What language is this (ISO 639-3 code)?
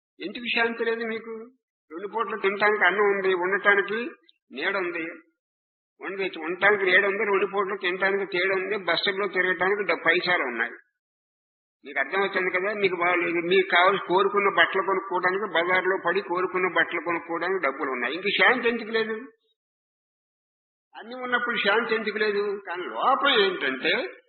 tel